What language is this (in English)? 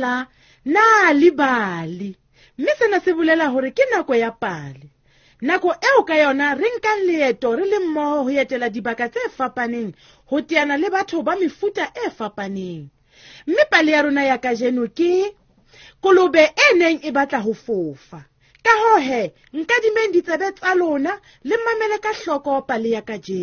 Southern Sotho